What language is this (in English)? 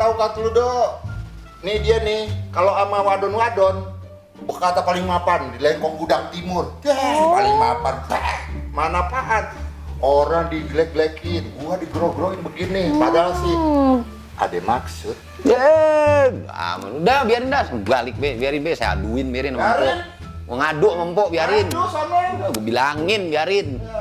Betawi